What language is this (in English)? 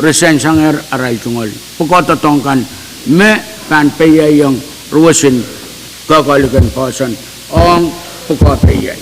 Pohnpeian